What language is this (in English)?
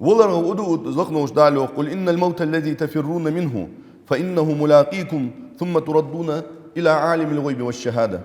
Ingush